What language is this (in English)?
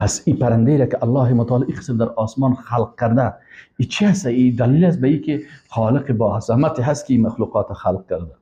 Persian